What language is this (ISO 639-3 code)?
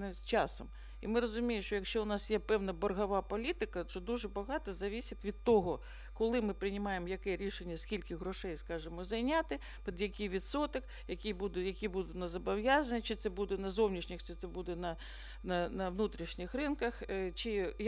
ukr